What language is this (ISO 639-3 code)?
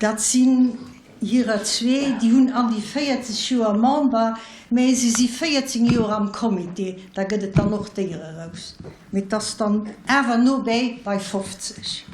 ltz